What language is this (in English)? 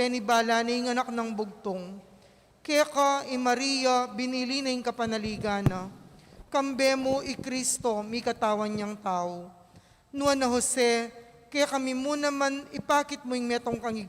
Pampanga